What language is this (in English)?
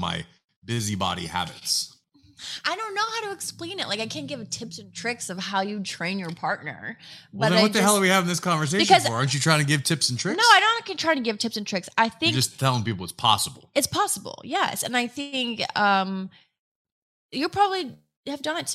English